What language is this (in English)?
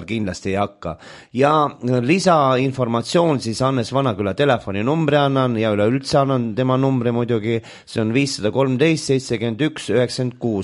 Estonian